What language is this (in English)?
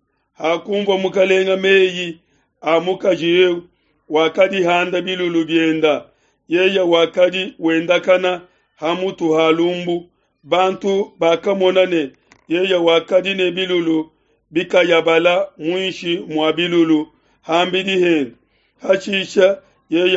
Luba-Lulua